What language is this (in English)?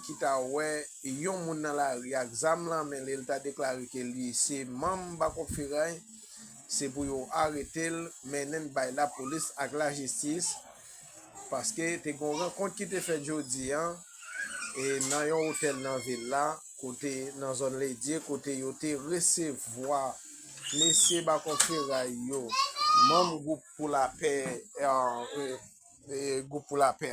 Haitian Creole